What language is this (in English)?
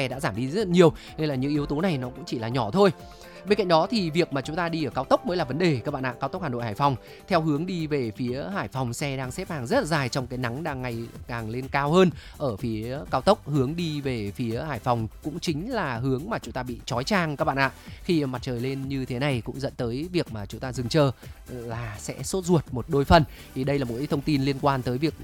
Vietnamese